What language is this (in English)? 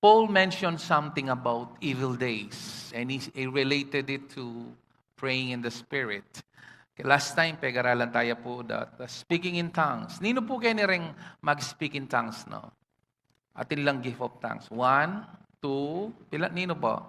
Pampanga